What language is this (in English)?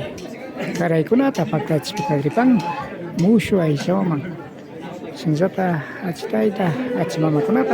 Imbabura Highland Quichua